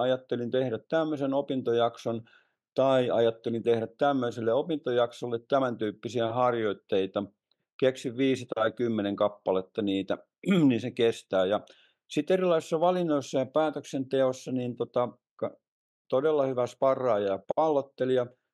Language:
Finnish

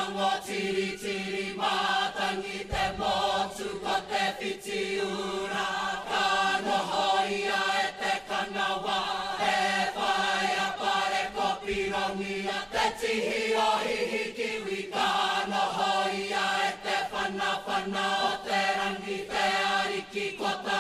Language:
Māori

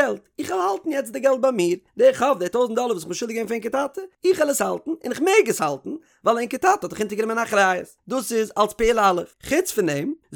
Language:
Yiddish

